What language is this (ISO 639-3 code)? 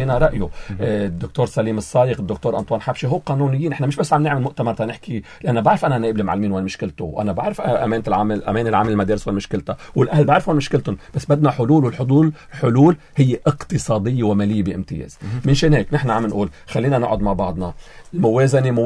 apc